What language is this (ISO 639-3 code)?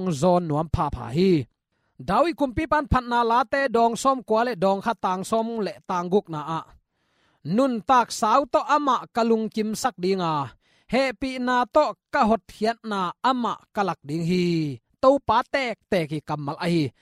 ctd